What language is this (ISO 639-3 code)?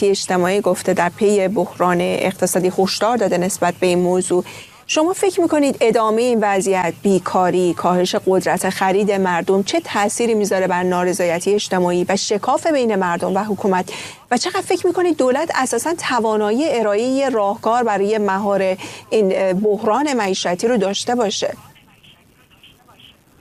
fas